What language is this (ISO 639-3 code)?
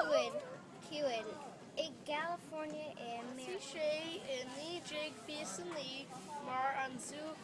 gle